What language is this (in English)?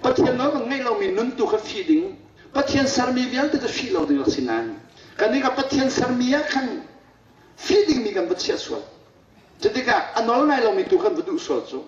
Hakha Chin